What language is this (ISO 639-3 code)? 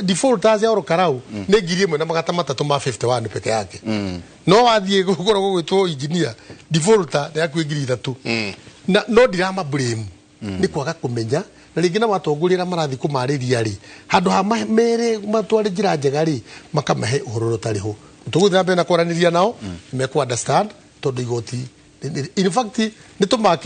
kik